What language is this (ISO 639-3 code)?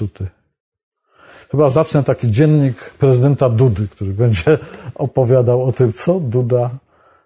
pol